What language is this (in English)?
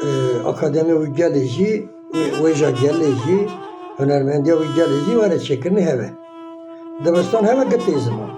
Kurdish